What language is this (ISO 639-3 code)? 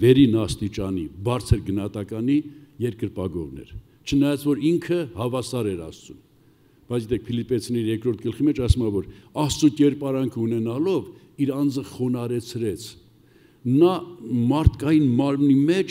hye